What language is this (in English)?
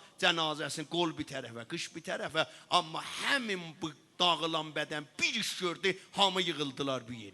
South Azerbaijani